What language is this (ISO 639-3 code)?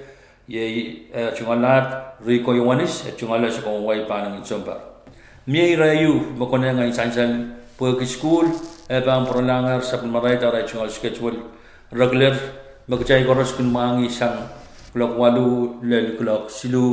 pon